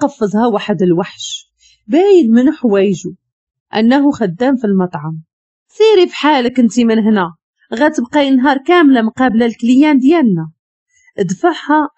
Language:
Moroccan Arabic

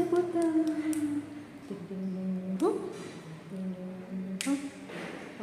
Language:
Ambonese Malay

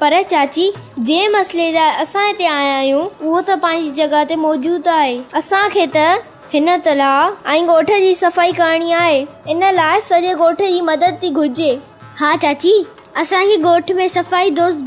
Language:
Sindhi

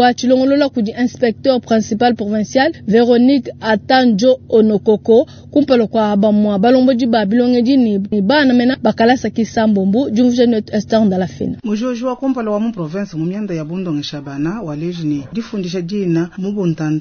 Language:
Luba-Lulua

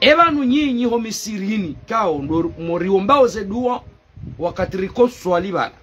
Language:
Ngazidja Comorian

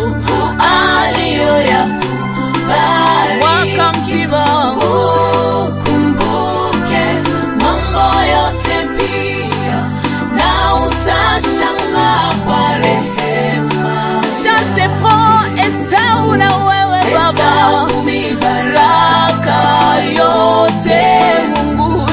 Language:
Swahili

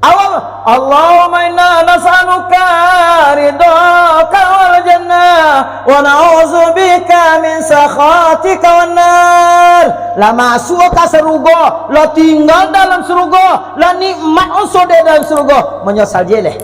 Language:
Minangkabau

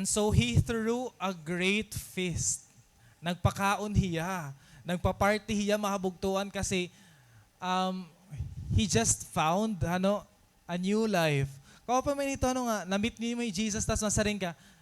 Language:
Waray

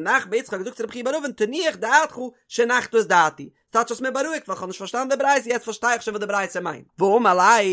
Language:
Yiddish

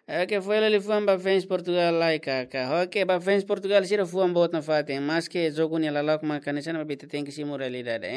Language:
Tetum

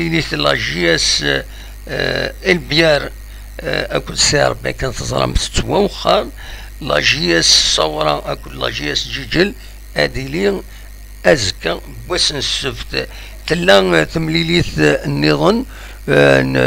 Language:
Kabyle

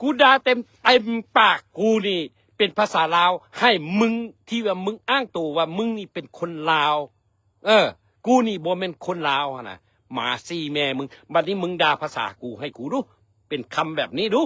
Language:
Lao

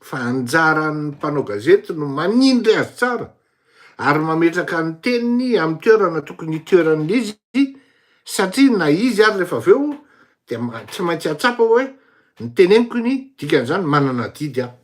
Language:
Malagasy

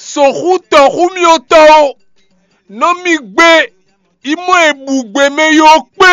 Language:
Fon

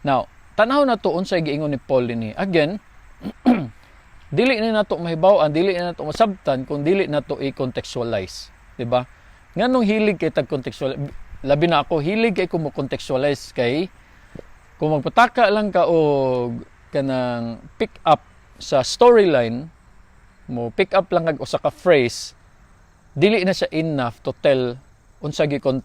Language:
Cebuano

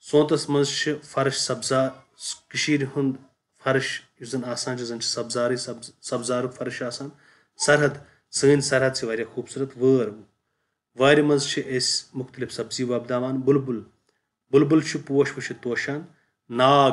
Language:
Kashmiri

